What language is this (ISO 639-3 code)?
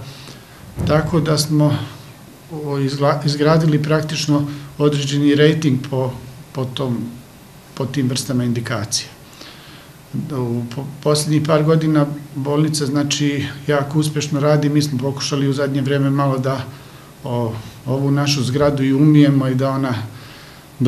srp